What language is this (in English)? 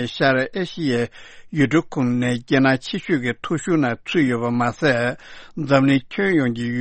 Tibetan